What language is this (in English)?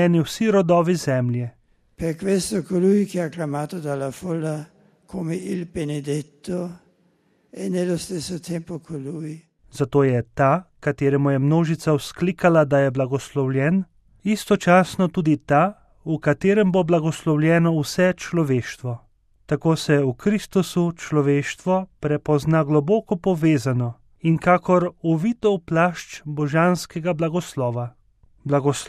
Slovenian